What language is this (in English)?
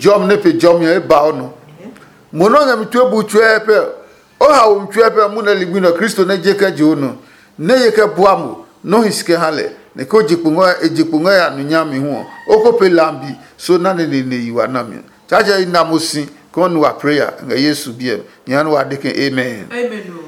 Adangme